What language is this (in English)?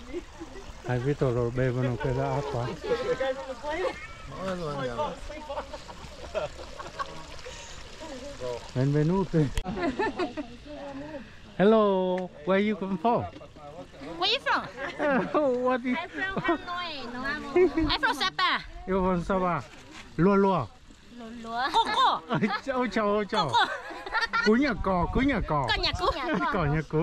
Vietnamese